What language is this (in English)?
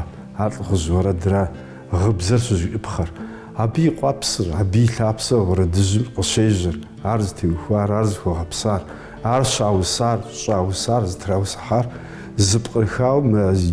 Kabardian